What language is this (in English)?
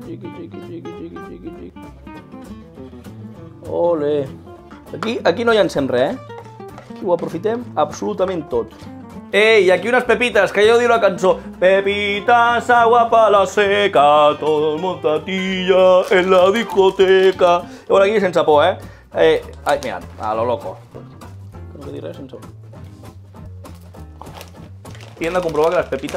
Catalan